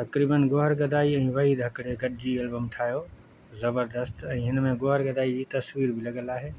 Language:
Sindhi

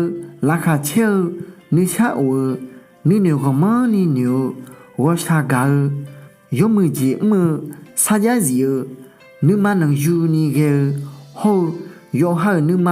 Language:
Akha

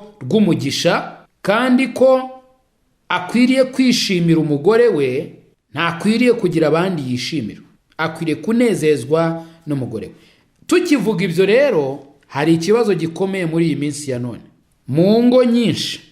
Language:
Kinyarwanda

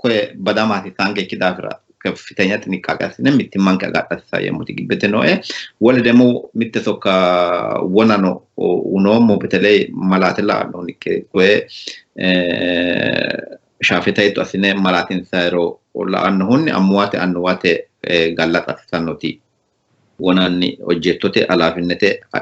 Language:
Sidamo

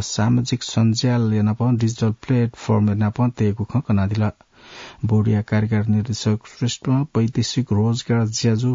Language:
Newari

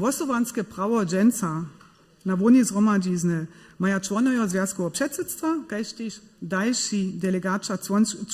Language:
Upper Sorbian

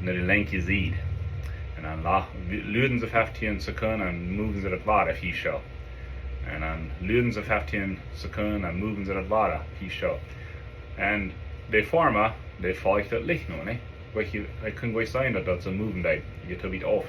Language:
Plautdietsch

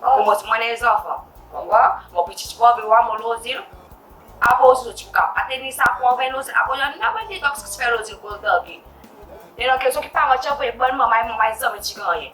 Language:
Seselwa Creole French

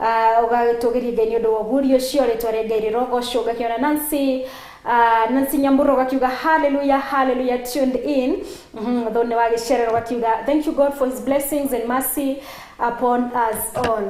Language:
Kikuyu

